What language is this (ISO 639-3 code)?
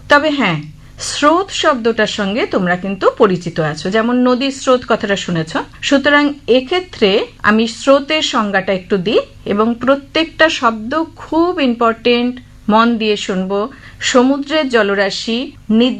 ben